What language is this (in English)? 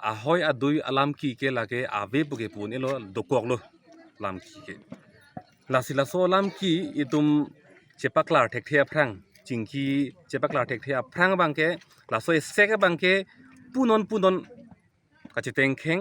Karbi